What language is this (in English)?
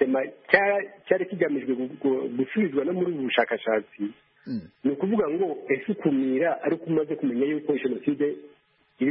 Kinyarwanda